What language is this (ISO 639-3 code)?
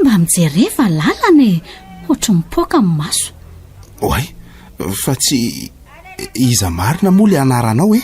mlg